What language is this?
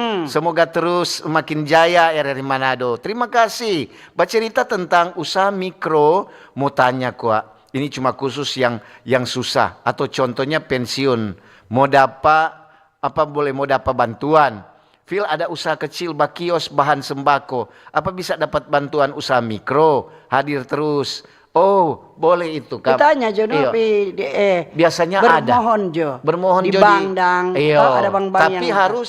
Manado Malay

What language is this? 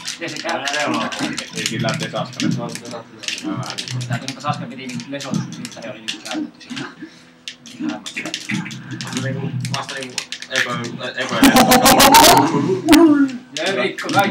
Finnish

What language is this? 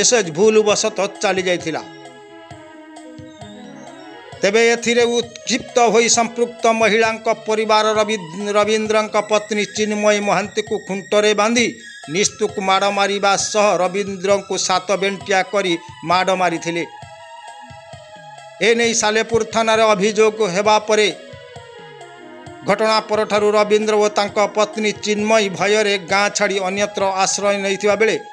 Odia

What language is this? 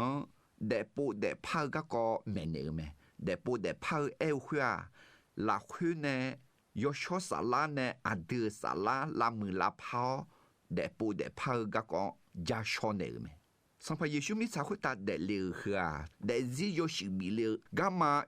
Akha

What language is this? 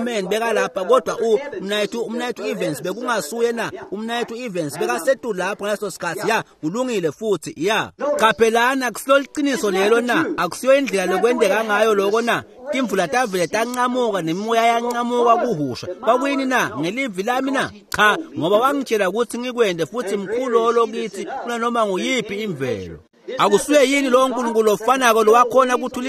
Swati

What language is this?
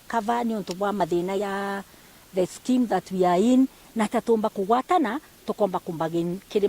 Meru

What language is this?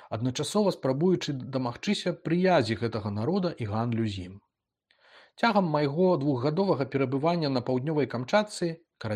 Belarusian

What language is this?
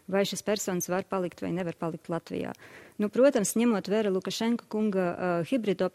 Latvian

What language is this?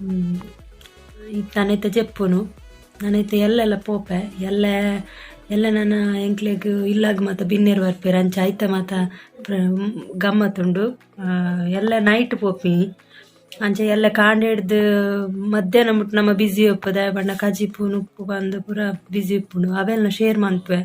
Tulu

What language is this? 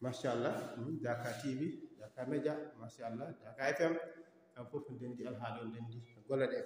Fula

